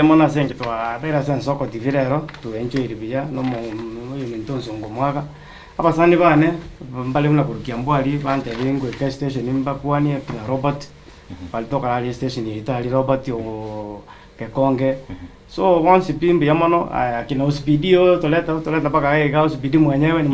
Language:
Gusii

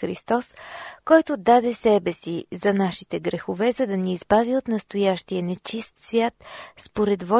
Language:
Bulgarian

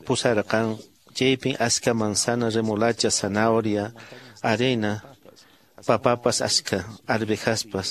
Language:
Quechua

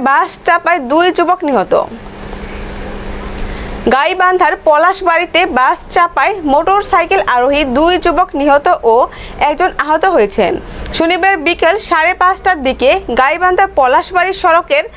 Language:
Bangla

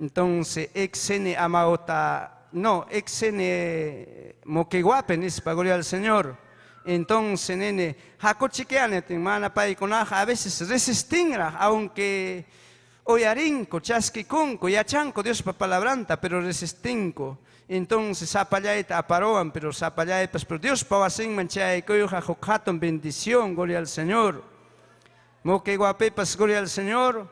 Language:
Ayacucho Quechua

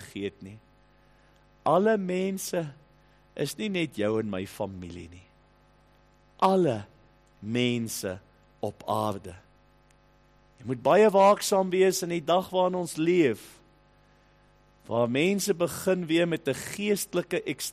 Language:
Afrikaans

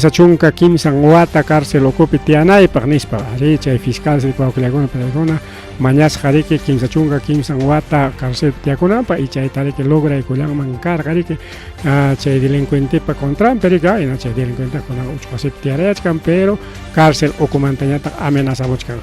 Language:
Ayacucho Quechua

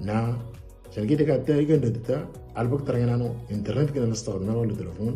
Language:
Moro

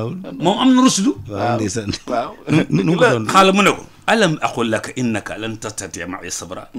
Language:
Wolof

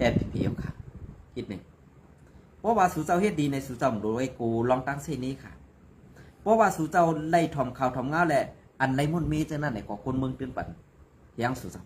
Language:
Shan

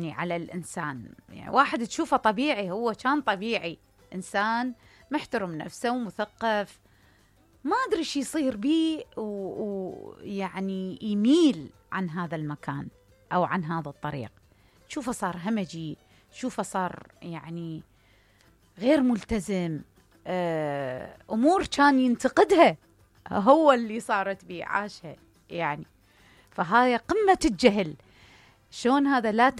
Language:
Mesopotamian Arabic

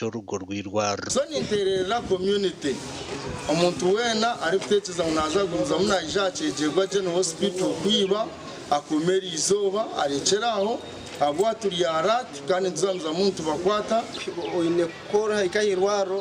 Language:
Nyankole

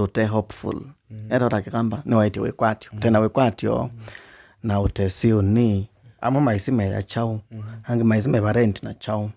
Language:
Kamba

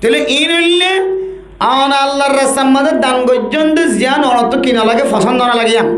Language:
Rohingya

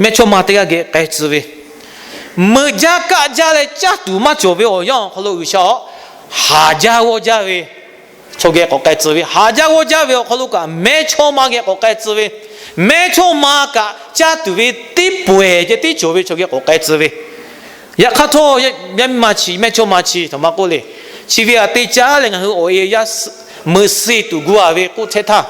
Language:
Lahu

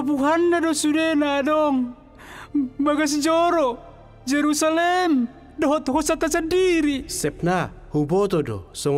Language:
Batak Toba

